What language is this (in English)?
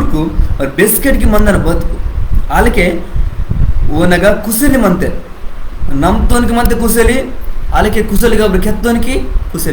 Koya